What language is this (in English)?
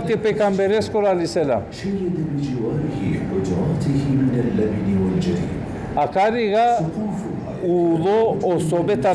Balkan Romani